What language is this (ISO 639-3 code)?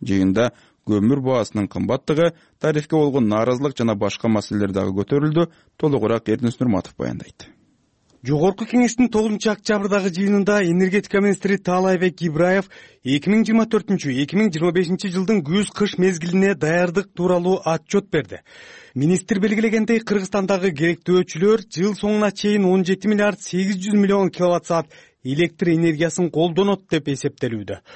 kir